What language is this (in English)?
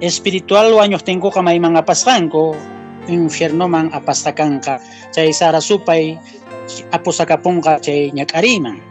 Quechua